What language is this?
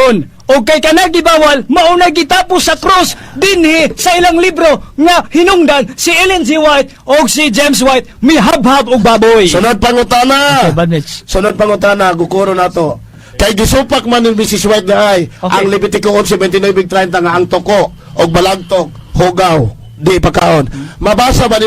Cebuano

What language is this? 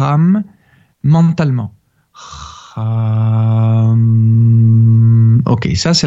French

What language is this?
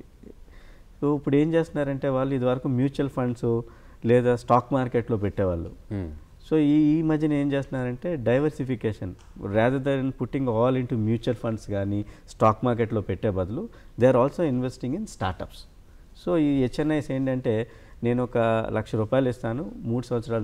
Telugu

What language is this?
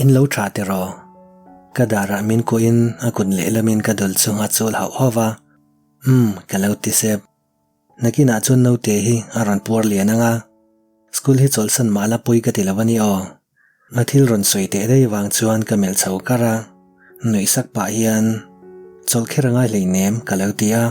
Mizo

